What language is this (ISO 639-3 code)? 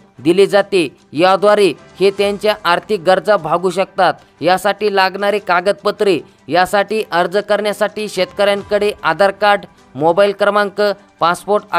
mar